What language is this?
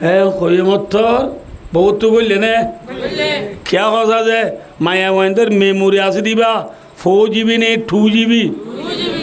Rohingya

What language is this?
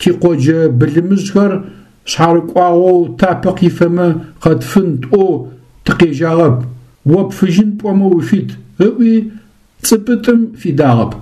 Adyghe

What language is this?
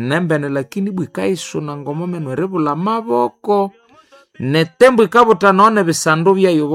Nande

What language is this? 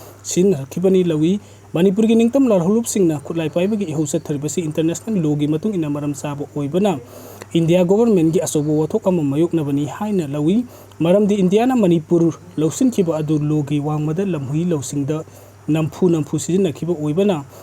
Manipuri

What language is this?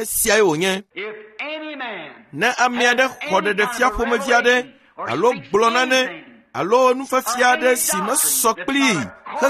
Ewe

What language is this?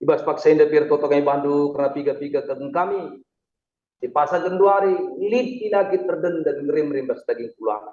Batak Karo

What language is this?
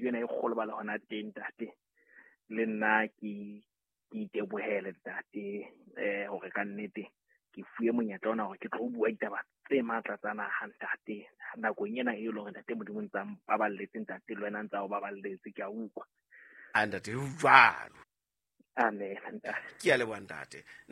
Southern Sotho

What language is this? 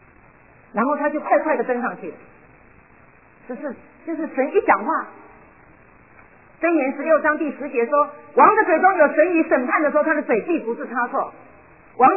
Chinese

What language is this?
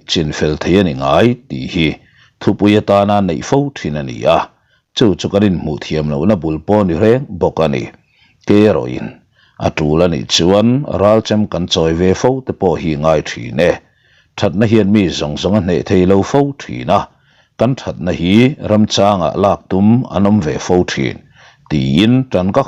Mizo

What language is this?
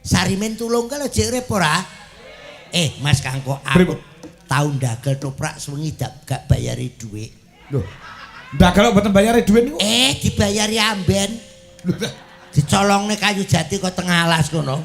Javanese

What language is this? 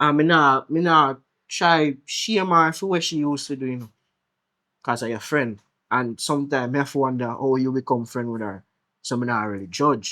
Jamaican Creole English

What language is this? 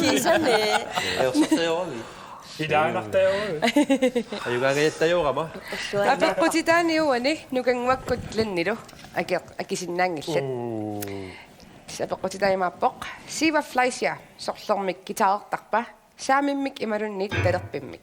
Kalaallisut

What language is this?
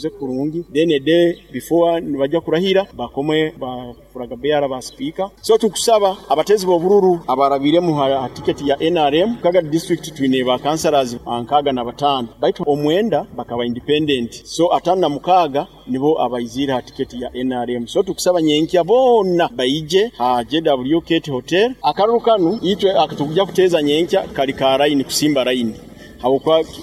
Nyoro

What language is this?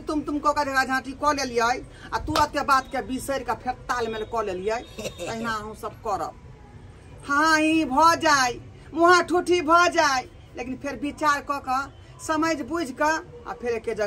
Maithili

